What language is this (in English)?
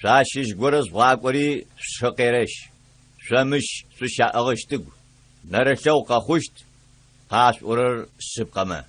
Adyghe